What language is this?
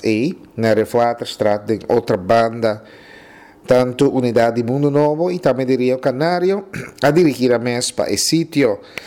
Papiamento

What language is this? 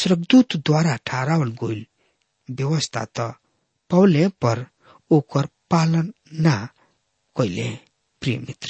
Bhojpuri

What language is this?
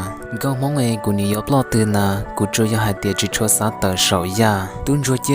Hmong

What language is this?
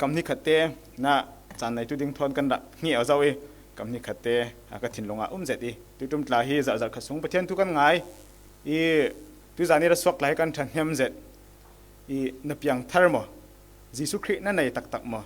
Falam Chin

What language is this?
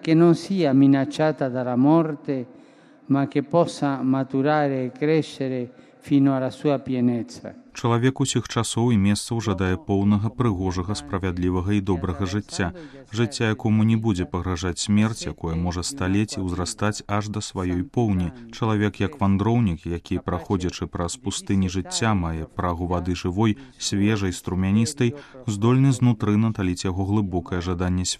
Belarusian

